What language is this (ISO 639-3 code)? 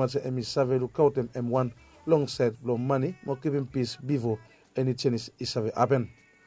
bis